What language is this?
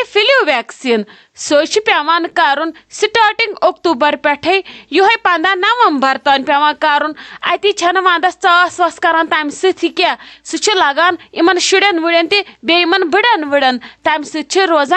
Kashmiri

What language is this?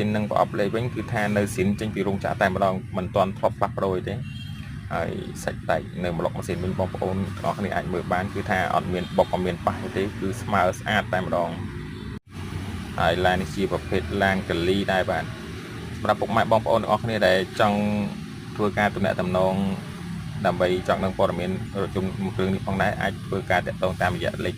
Khmer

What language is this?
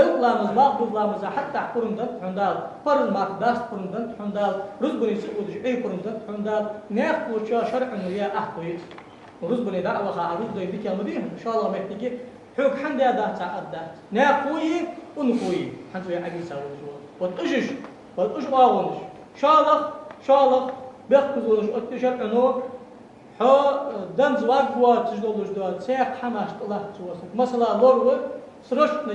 Ingush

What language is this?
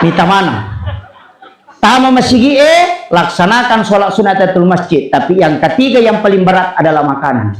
Buginese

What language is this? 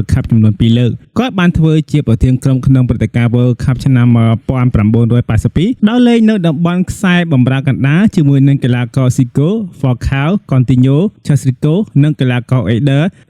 Khmer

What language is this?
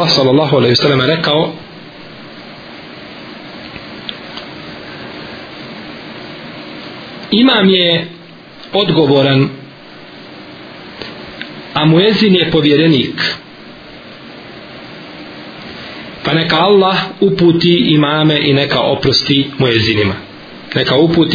Bosnian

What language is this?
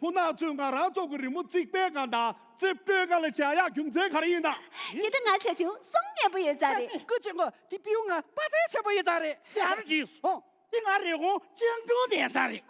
Tibetan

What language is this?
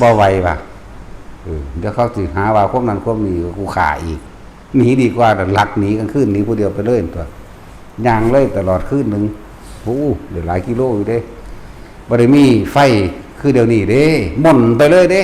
Northeastern Thai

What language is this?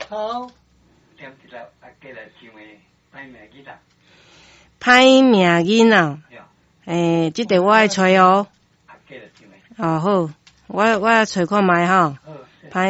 Min Nan Chinese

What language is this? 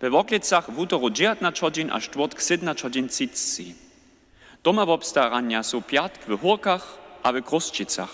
Upper Sorbian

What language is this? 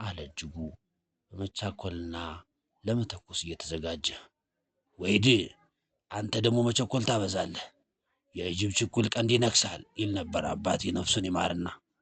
Amharic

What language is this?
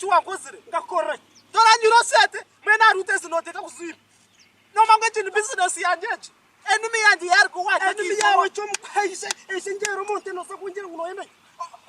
Nyankole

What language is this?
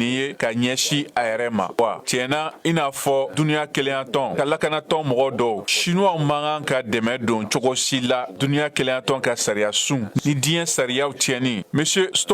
Bambara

